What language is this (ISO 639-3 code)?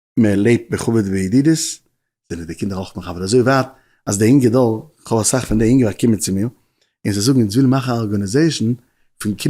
yid